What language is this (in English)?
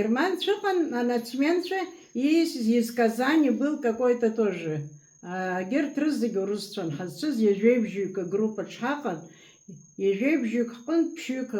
Abkhazian